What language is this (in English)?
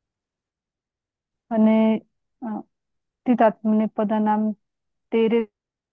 Gujarati